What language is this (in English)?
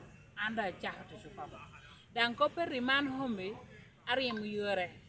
Lango (Uganda)